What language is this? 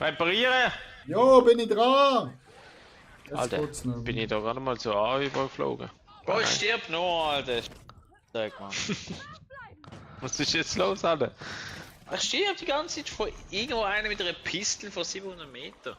Swiss German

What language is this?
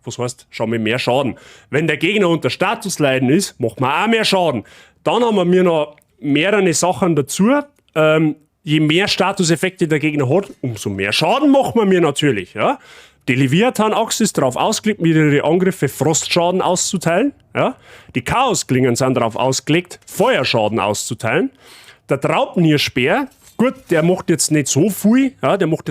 Bavarian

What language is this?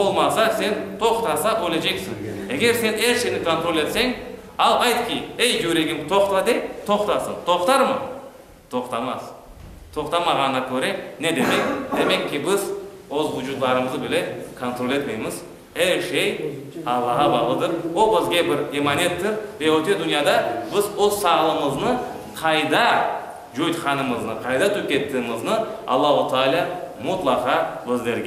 Crimean Tatar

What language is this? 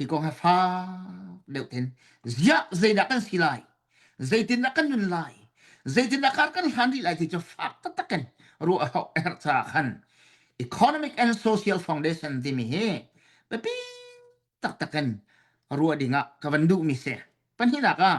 Hakha Chin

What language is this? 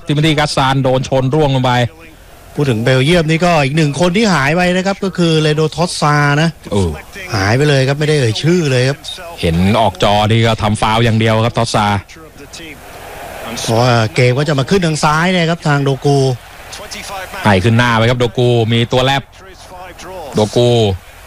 Thai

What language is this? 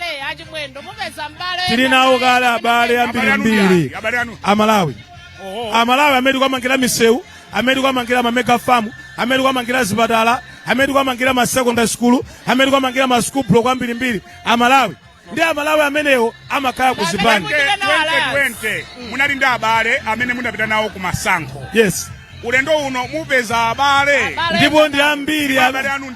Nyanja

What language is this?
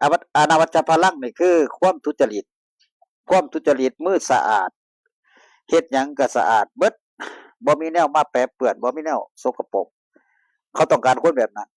Northeastern Thai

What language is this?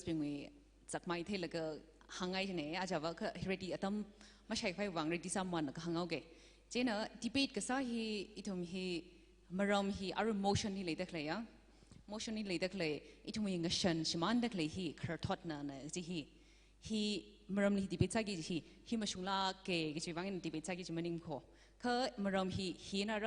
Tangkhul Naga (India)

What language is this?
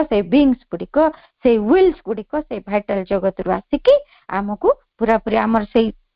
Odia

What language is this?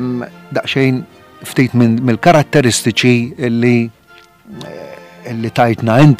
Maltese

